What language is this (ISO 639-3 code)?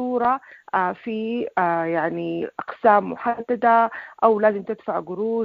apd